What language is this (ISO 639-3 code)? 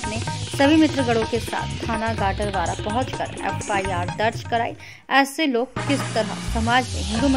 hin